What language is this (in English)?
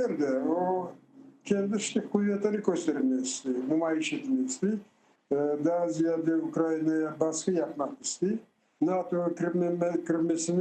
Crimean Tatar